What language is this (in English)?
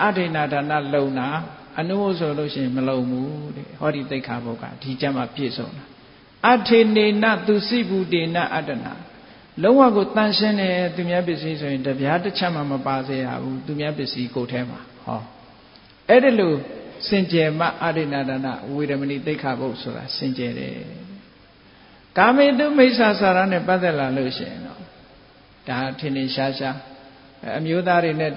Burmese